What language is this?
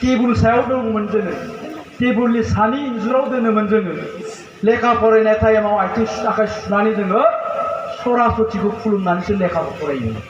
Bodo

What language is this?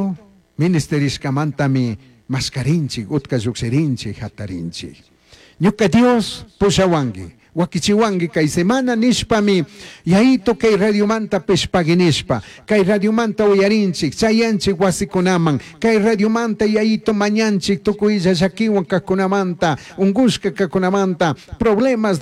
Chimborazo Highland Quichua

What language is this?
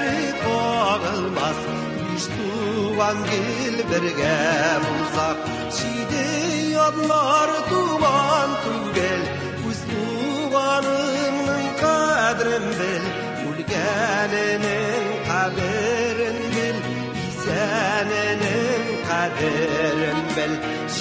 Tatar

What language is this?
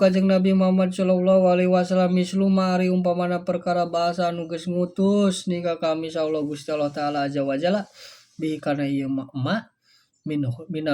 Sundanese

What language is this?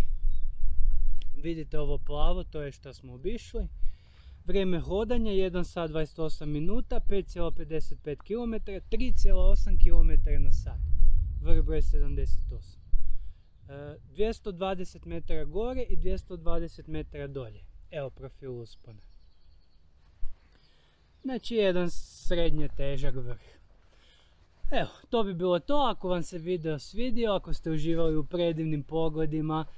Croatian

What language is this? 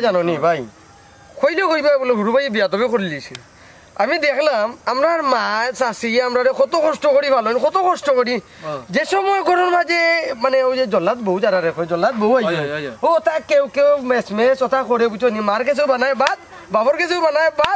Sylheti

